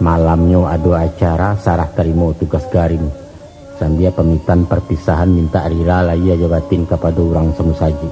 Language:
Minangkabau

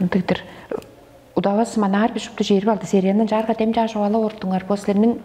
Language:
Tuvinian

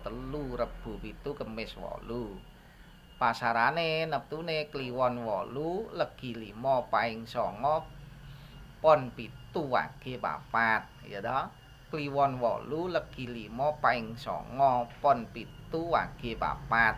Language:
Javanese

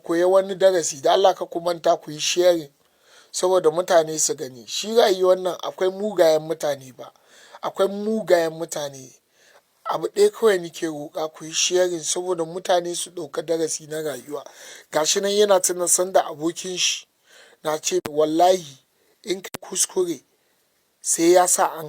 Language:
Hausa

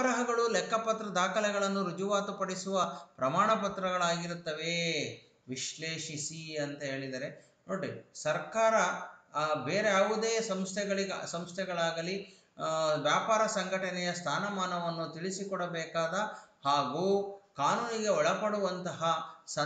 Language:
Kannada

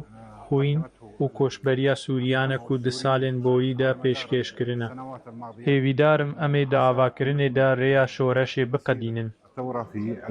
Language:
Kurdish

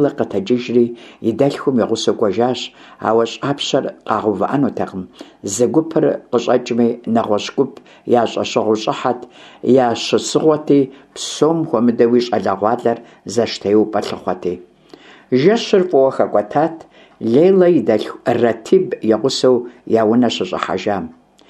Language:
Kabardian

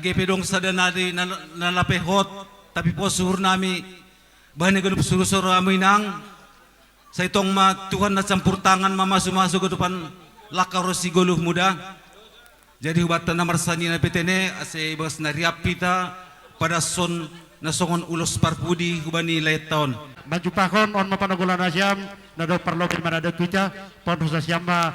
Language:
Batak Simalungun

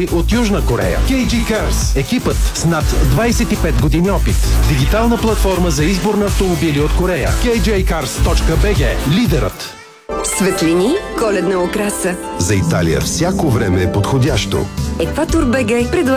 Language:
Bulgarian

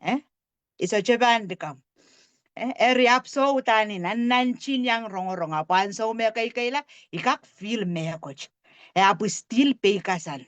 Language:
Pohnpeian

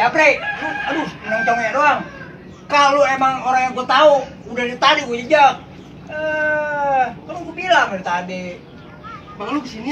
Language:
Betawi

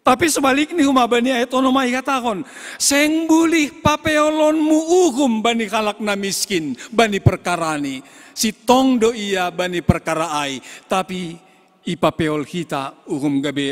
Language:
Batak Simalungun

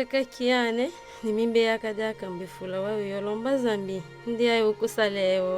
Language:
Tetela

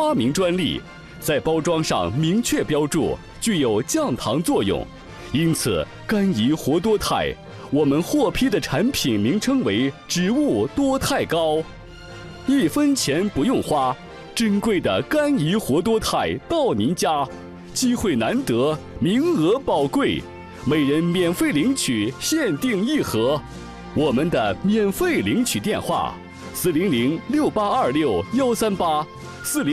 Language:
Chinese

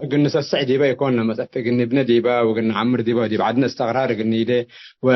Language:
Tigre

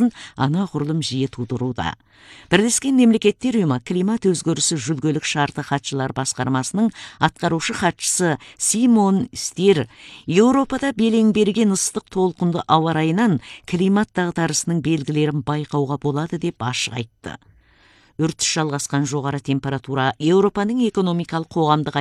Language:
Kazakh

